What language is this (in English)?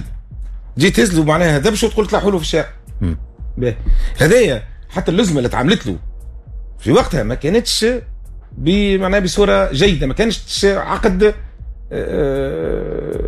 Tunisian Arabic